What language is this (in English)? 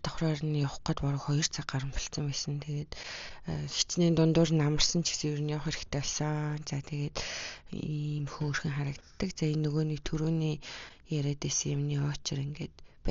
Mongolian